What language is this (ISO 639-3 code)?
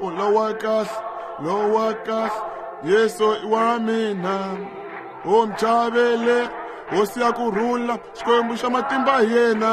tso